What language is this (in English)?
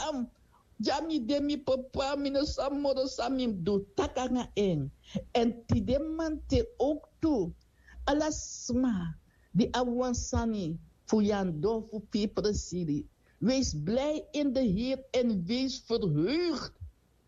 Sranan Tongo